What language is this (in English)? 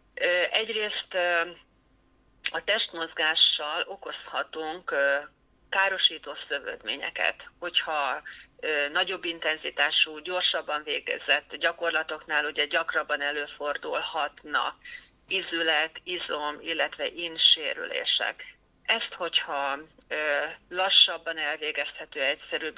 Hungarian